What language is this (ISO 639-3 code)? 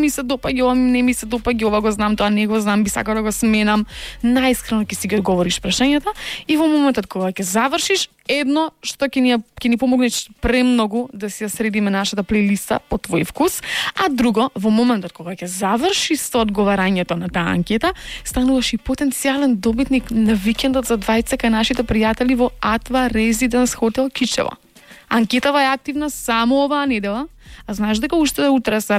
mkd